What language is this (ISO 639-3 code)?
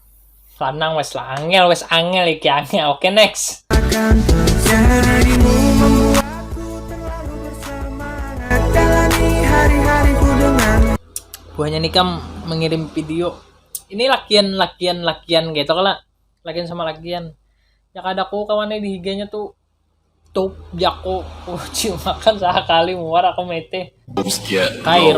bjn